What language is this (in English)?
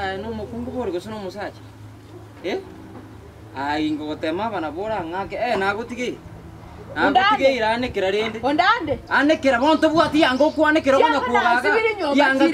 Gusii